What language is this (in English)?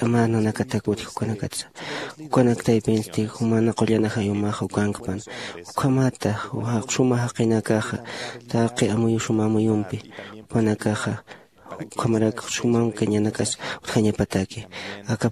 Aymara